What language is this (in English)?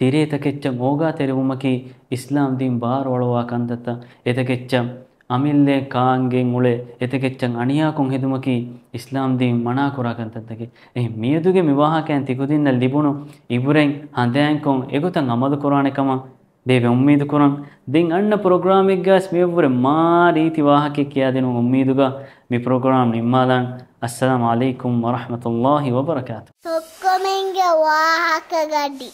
Divehi